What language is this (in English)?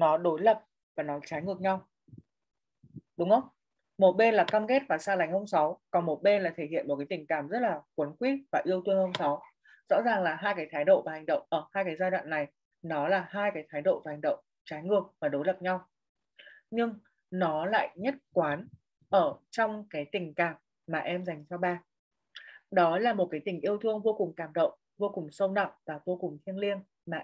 Vietnamese